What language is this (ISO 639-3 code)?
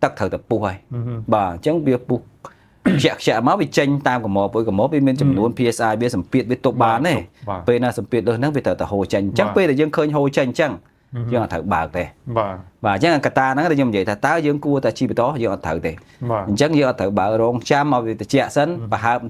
khm